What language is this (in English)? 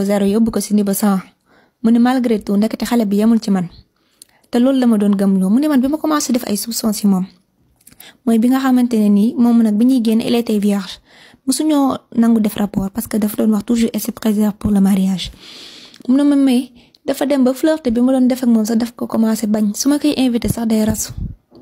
Wolof